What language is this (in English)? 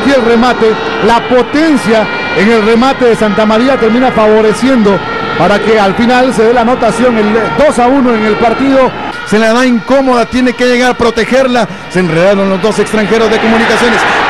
Spanish